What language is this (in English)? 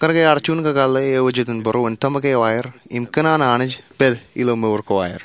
Marshallese